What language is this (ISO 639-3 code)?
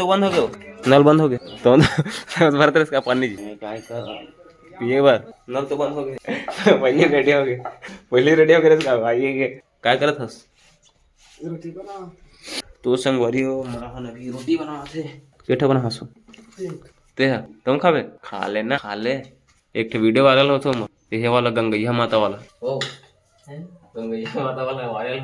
hne